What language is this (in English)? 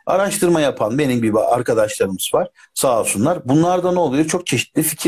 Turkish